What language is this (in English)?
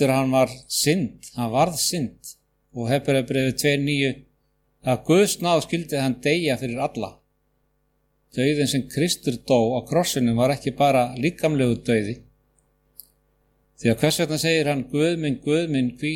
Icelandic